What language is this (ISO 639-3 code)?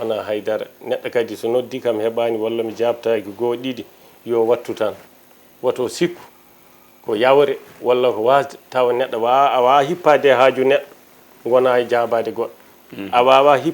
ful